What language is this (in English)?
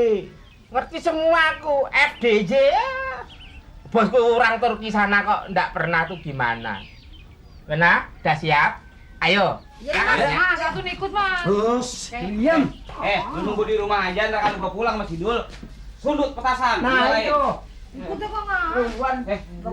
Betawi